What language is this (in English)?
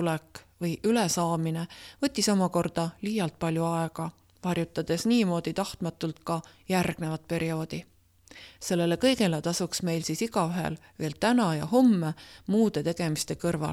Estonian